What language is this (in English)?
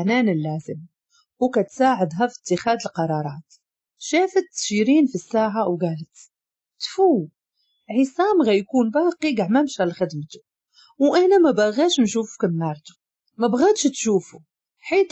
Moroccan Arabic